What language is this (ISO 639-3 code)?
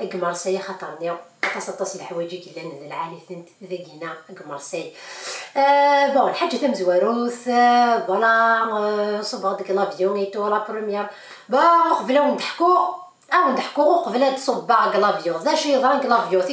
kab